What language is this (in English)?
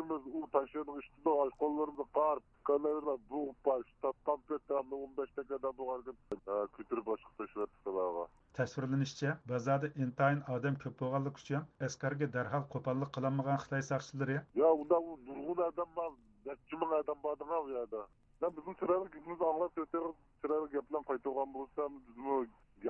Uyghur